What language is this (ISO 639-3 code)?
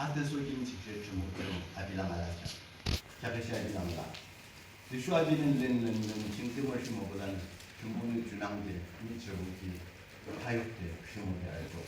yim